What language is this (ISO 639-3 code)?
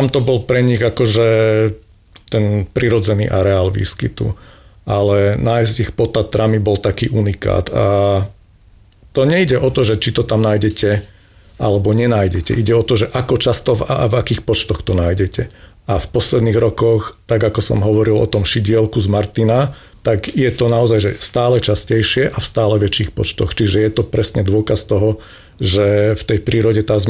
slk